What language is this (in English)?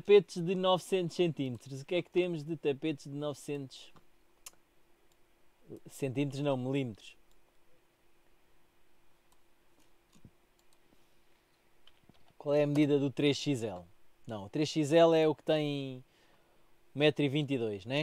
Portuguese